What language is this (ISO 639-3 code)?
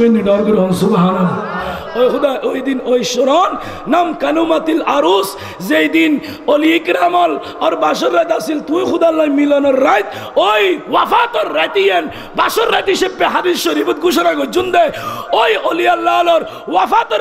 ben